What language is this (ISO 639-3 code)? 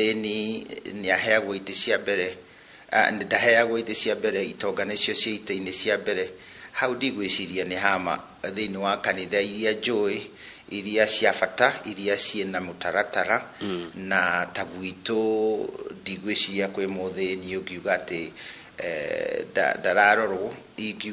kik